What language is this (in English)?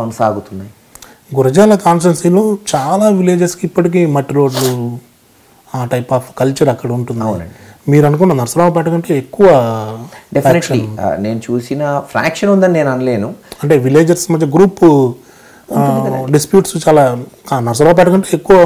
Telugu